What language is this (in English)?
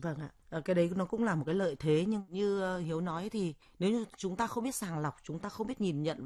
Vietnamese